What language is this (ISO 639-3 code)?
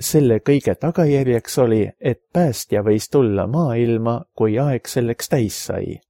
est